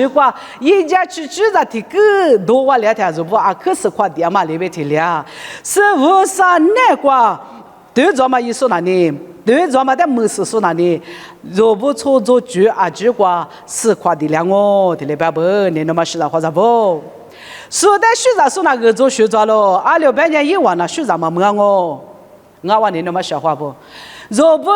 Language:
Lisu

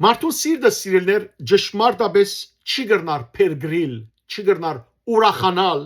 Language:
Western Armenian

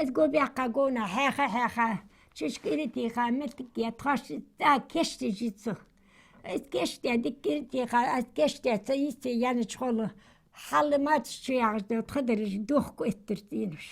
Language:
Ingush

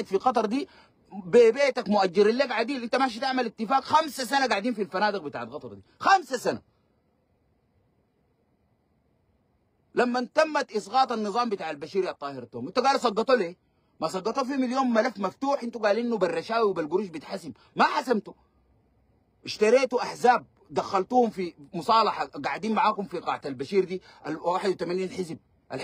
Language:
Sudanese Arabic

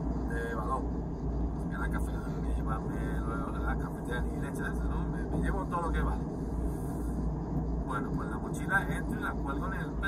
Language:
Spanish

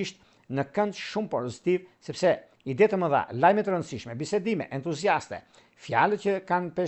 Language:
Albanian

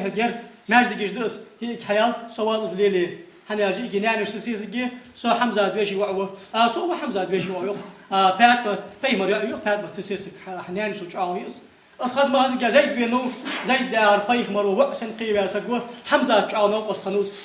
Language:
Ingush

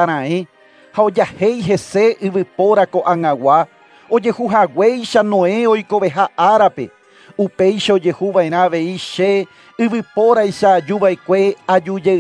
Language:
Guarani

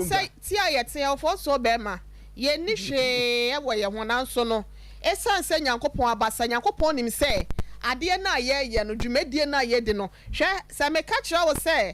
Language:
Akan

